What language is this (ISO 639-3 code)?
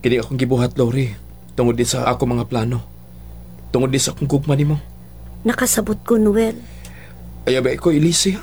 ceb